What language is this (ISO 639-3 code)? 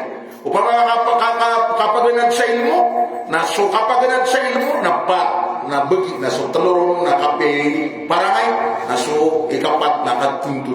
mrw